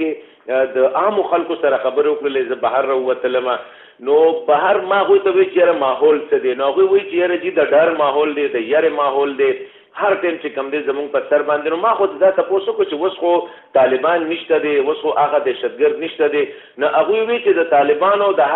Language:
Pashto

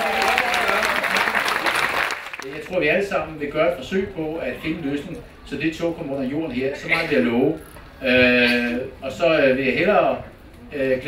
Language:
Danish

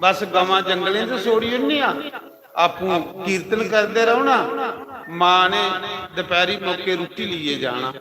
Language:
Dogri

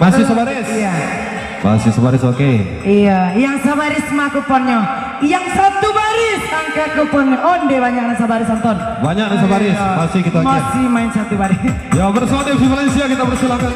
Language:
Minangkabau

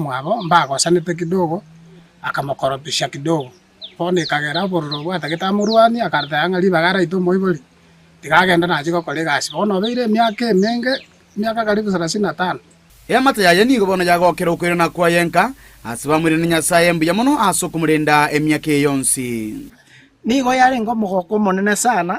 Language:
Gusii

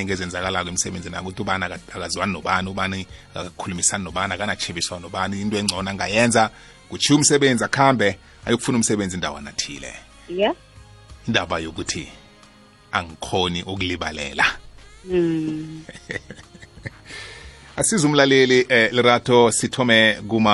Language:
South Ndebele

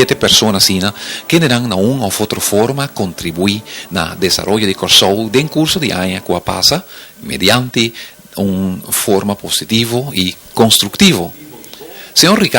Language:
Papiamento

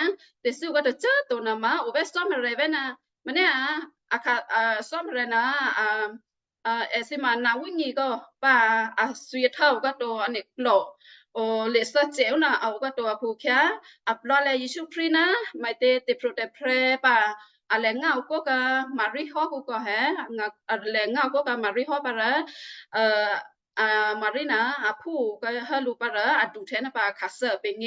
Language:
Western Kayah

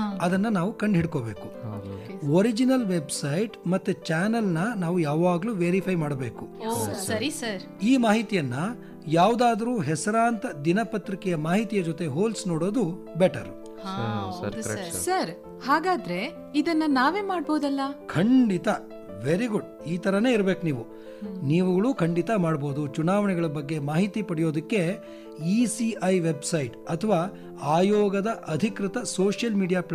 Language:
Kannada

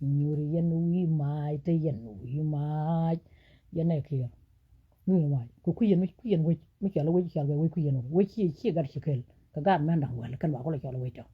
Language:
Nuer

